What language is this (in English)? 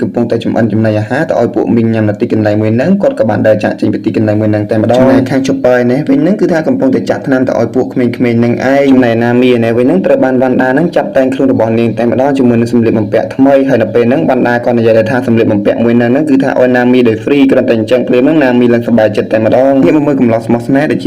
Khmer